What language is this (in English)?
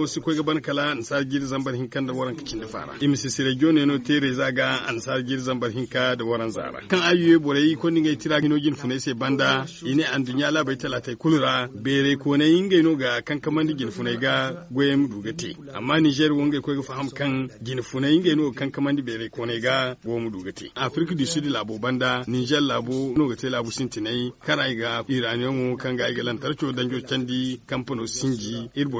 Zarma